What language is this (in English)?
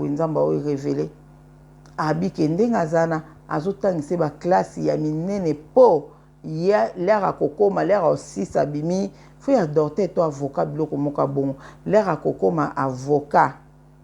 Lingala